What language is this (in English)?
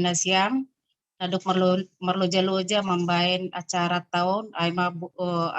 Batak Simalungun